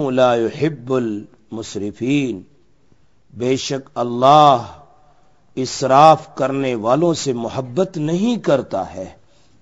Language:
Urdu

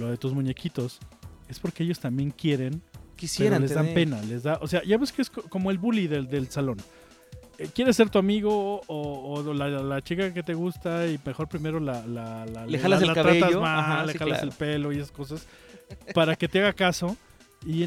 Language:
Spanish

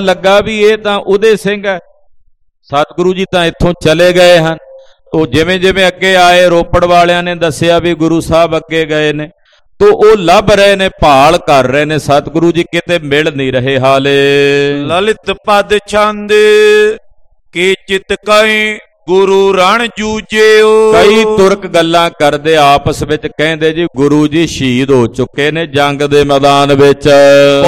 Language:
Punjabi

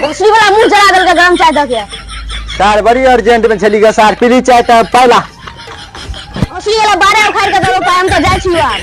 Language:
Maithili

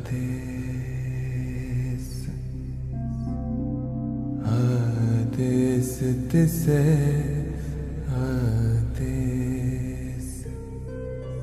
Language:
Hindi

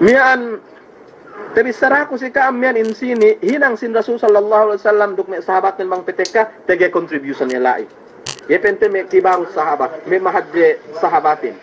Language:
Yakan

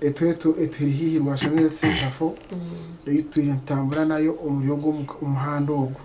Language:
Nyankole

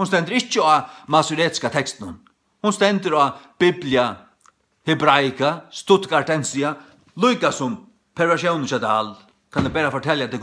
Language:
Faroese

